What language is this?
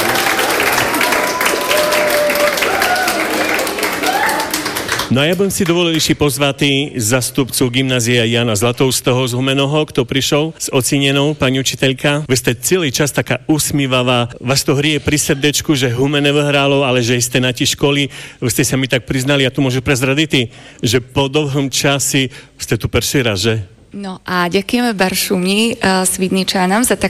Slovak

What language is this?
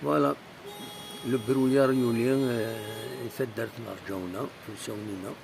Kabyle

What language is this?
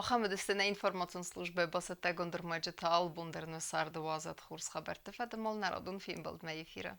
Ossetic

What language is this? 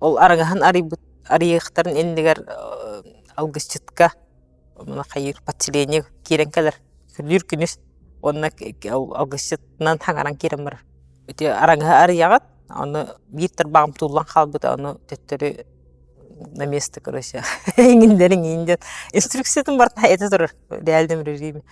Yakut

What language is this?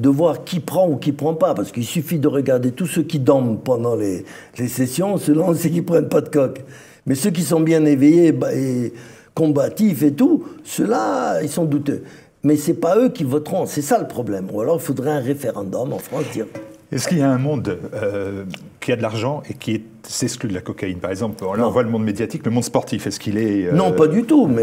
French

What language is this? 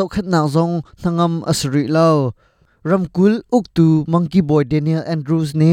Hakha Chin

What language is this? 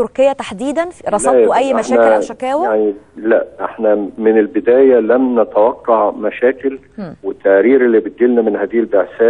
Egyptian Arabic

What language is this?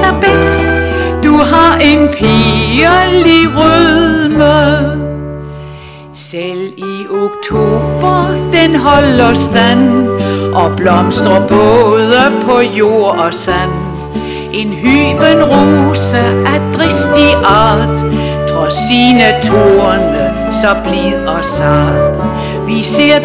Danish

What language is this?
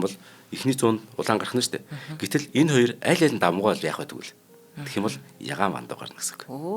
Mongolian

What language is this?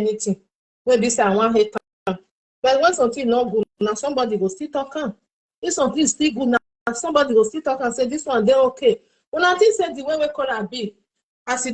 Nigerian Pidgin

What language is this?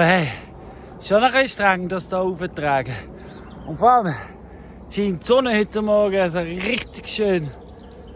Swiss German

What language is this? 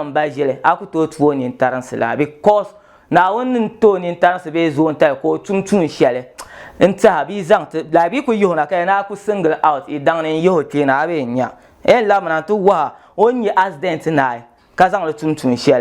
Dagbani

